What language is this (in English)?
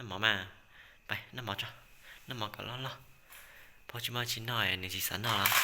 Hmong